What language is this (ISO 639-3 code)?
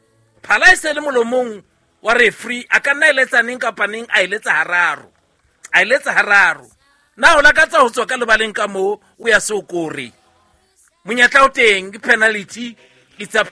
sot